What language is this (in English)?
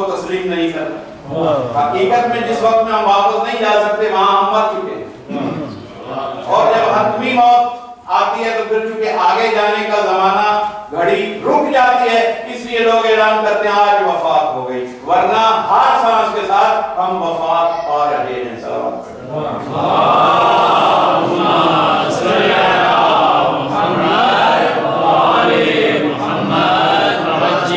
Urdu